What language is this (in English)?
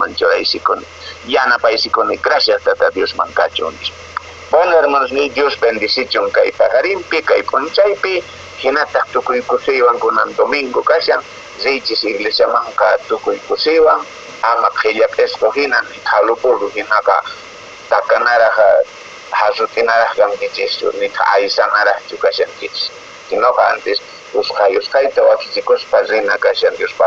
Quechua